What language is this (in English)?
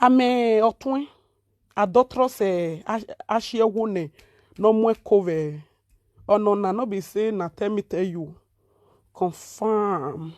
Nigerian Pidgin